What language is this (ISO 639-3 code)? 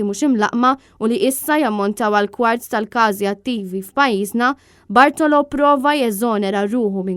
mlt